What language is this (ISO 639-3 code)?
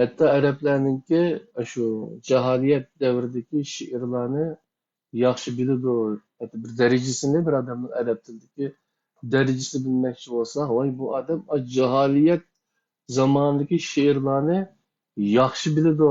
uig